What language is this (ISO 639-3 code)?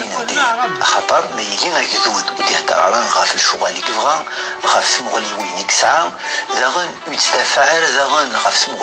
kab